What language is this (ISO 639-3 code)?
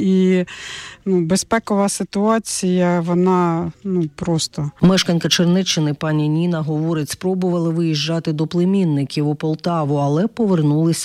ukr